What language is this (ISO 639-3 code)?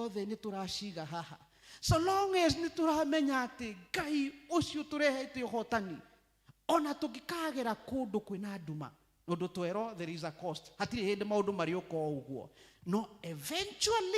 kik